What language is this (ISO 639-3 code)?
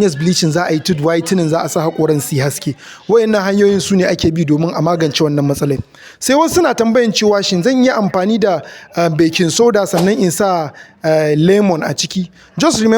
hau